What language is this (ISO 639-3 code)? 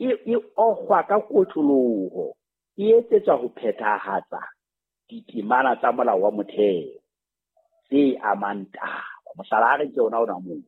sot